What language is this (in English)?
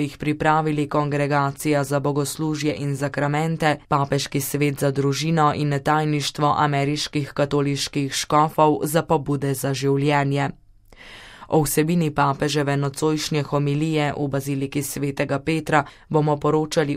Slovenian